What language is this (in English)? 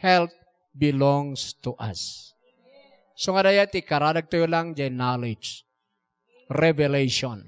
Iloko